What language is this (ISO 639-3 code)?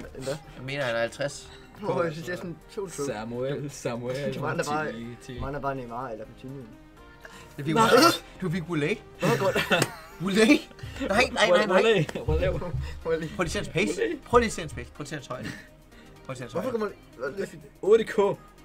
dan